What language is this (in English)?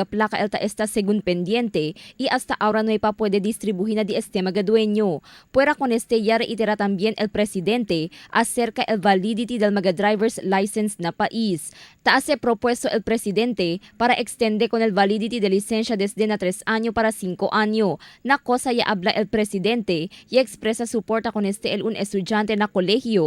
Chavacano